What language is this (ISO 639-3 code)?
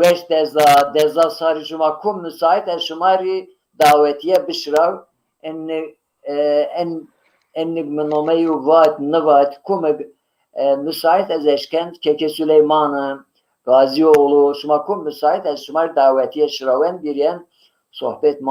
zza